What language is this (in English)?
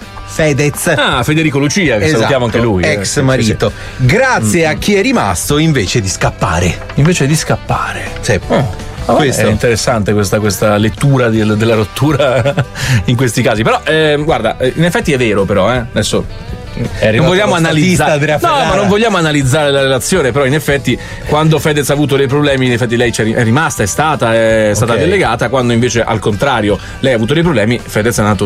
Italian